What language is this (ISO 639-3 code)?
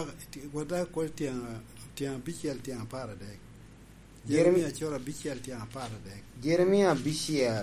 laj